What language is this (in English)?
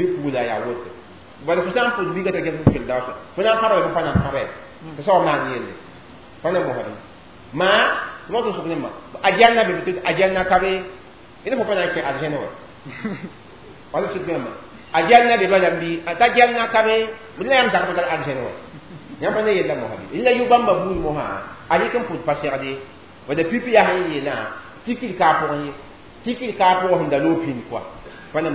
Mossi